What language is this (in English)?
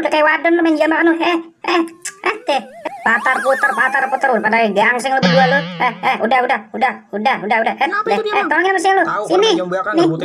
Betawi